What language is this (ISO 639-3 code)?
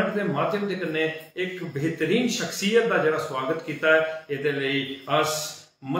doi